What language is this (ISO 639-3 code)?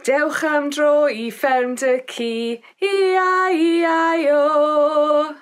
cym